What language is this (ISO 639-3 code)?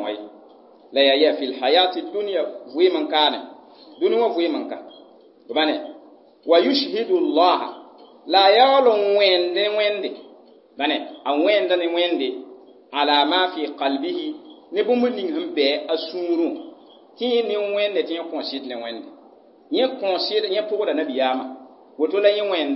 mos